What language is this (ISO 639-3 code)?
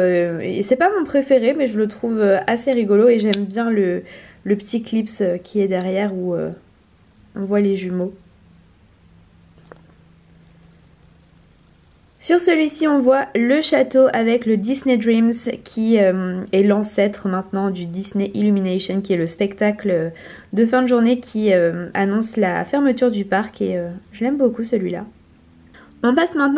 fra